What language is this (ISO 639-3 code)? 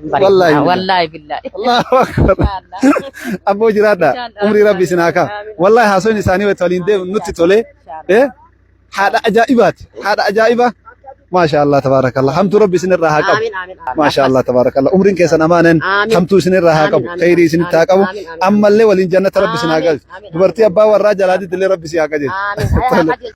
orm